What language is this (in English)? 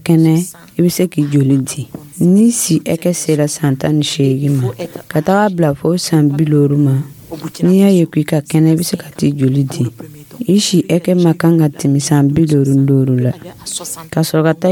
Dyula